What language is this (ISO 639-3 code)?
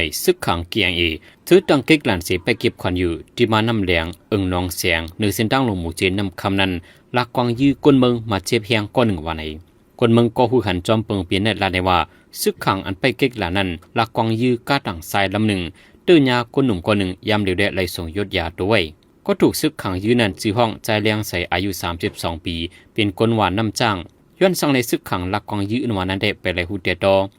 shn